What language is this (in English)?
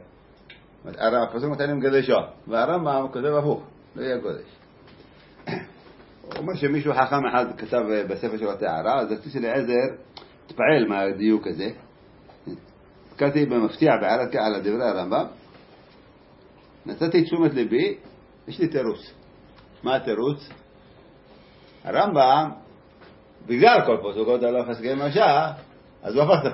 Hebrew